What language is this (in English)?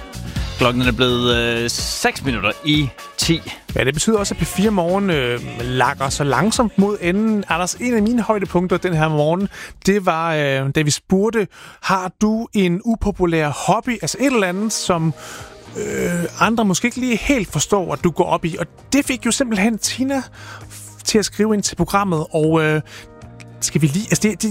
Danish